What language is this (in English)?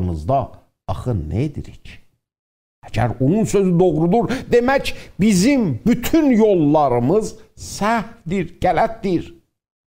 South Azerbaijani